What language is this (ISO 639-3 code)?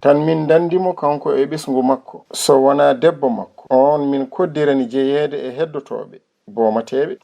ful